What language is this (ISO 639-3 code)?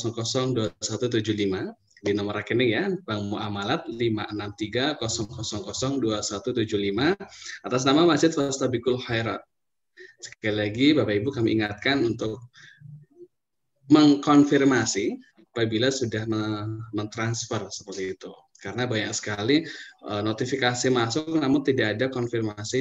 ind